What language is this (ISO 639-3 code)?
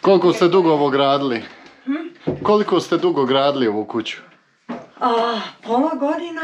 bos